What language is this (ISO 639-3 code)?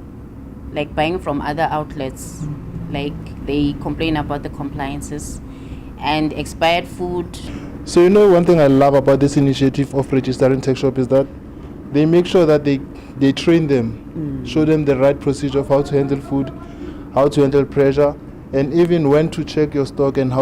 ven